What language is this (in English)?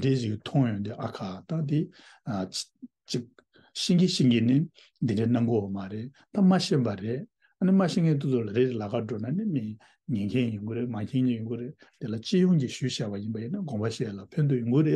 Tibetan